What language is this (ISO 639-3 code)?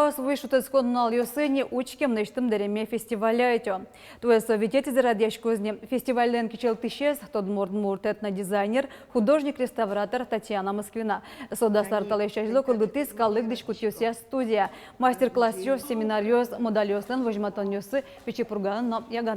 udm